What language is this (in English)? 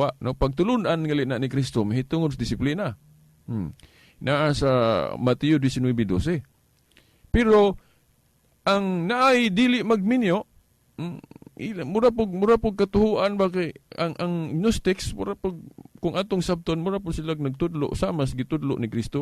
Cebuano